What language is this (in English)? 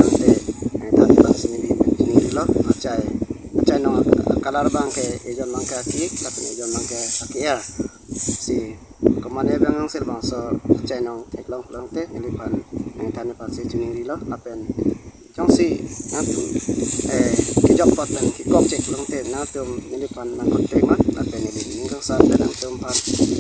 Karbi